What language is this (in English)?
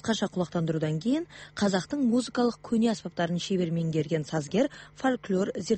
Kazakh